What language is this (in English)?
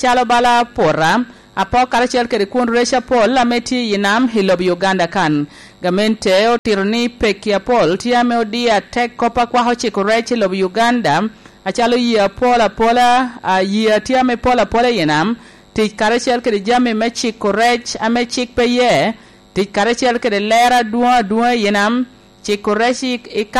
Lango (Uganda)